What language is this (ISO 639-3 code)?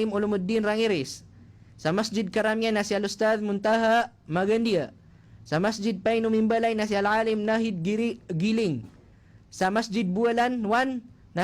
mrw